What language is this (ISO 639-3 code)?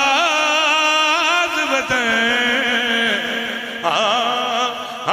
urd